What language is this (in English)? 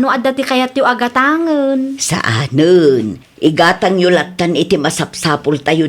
Iloko